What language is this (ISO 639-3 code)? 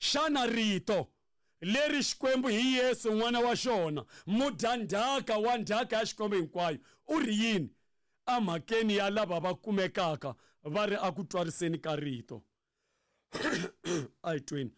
tso